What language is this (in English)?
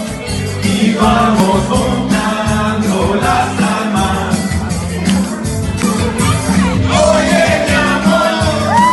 Spanish